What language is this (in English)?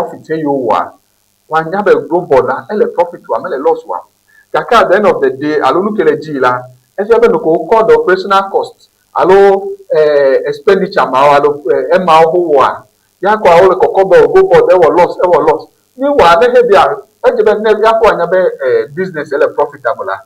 Ewe